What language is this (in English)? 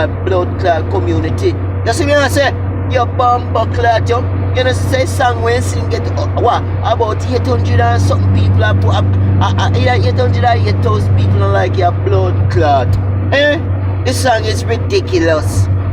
Jamaican Creole English